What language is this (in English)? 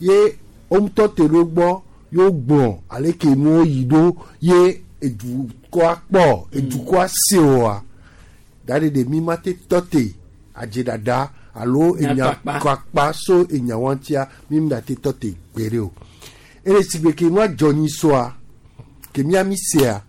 Gen